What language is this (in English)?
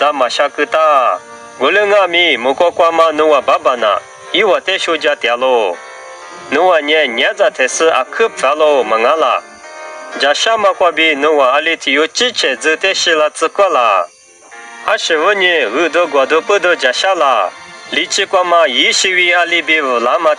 Lisu